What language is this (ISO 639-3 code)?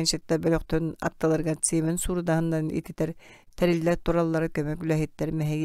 sah